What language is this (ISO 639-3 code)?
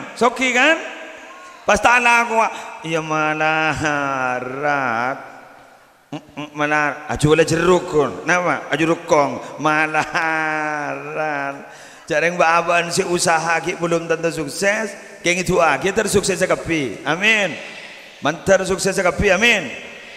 mad